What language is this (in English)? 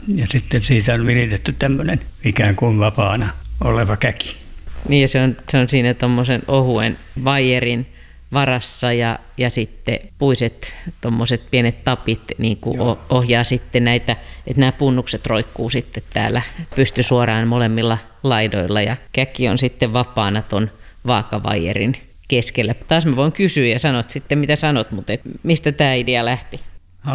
Finnish